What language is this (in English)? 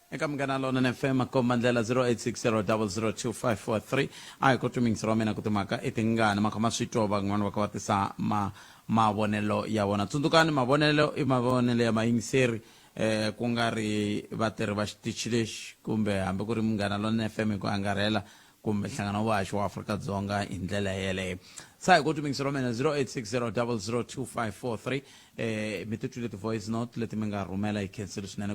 Tsonga